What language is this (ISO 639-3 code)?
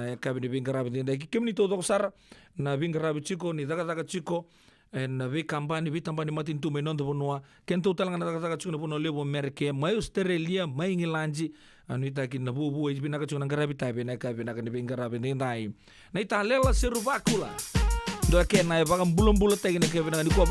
fij